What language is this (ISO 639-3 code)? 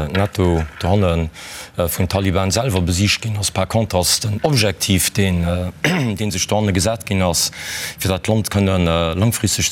ltz